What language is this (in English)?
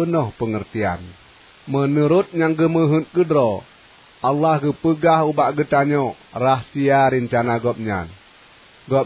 Achinese